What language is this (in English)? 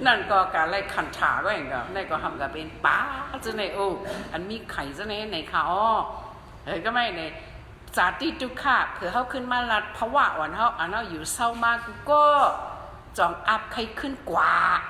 Shan